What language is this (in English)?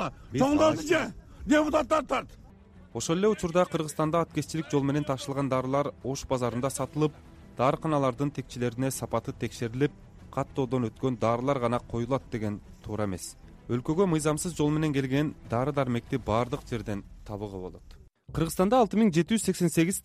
Kyrgyz